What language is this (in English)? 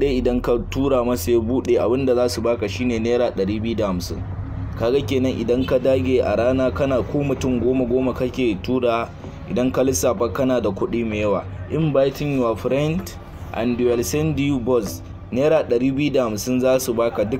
Hausa